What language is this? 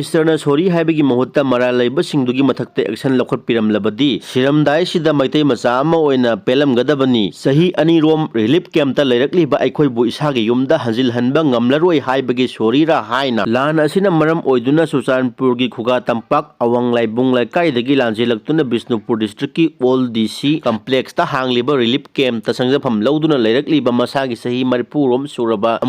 Manipuri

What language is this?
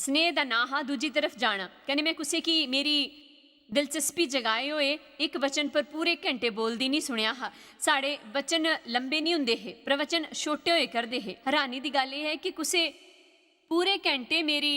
Dogri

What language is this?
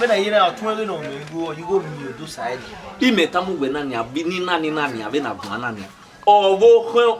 Bini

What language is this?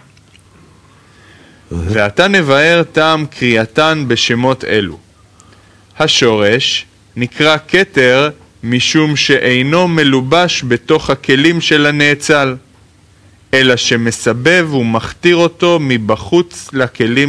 Hebrew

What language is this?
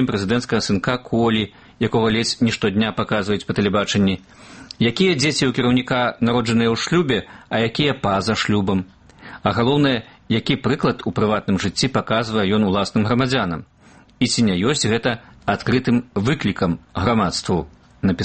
Belarusian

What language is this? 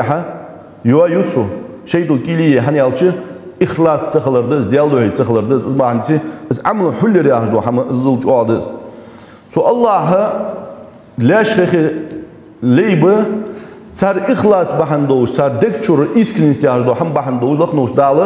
Ingush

